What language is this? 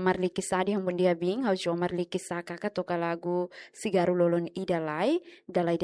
Tetum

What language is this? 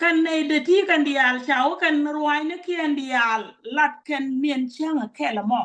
Nuer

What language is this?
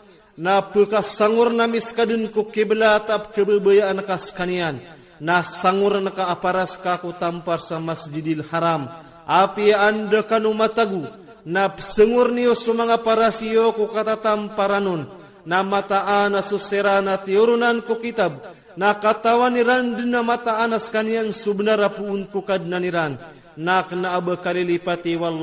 Iranun (Philippines)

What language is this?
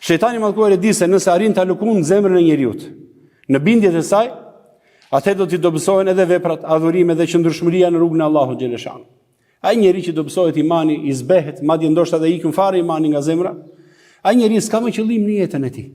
Albanian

